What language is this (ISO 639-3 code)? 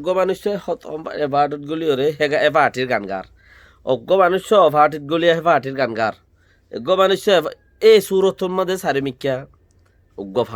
rhg